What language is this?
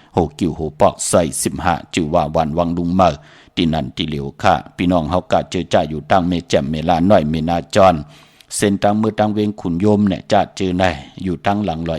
Shan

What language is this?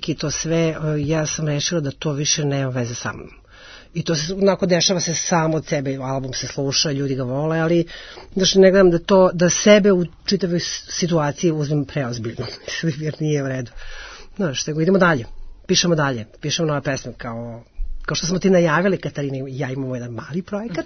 Serbian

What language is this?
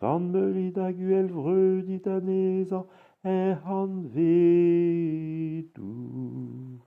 Breton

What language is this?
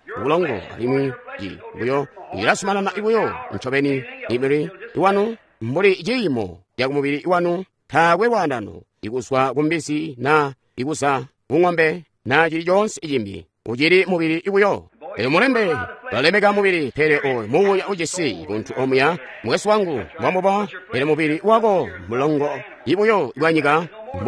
Tonga (Zambia)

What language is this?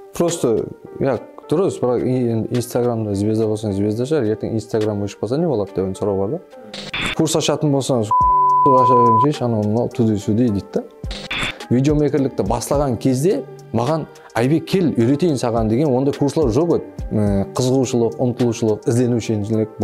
Kara-Kalpak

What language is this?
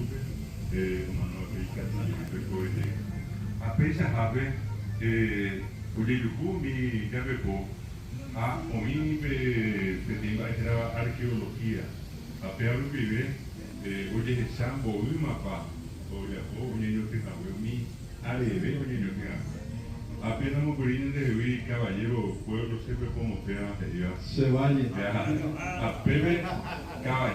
Guarani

